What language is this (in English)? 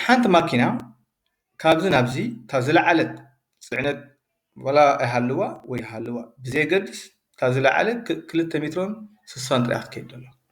Tigrinya